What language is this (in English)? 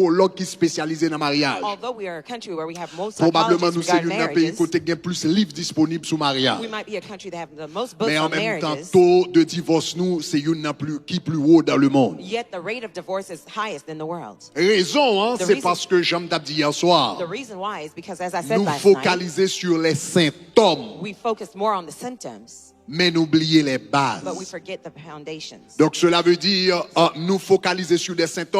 Haitian Creole